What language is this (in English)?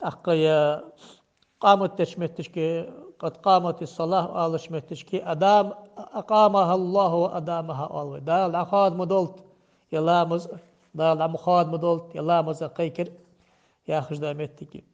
Ingush